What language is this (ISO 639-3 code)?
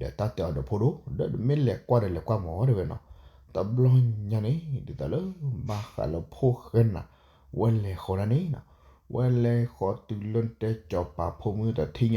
ksw